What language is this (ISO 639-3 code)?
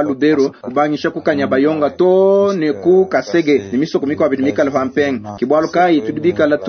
lua